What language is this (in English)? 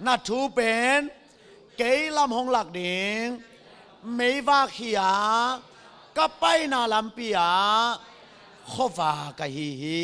Tedim Chin